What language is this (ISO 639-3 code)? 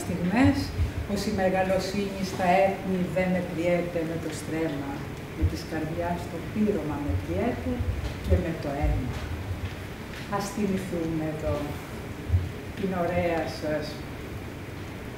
ell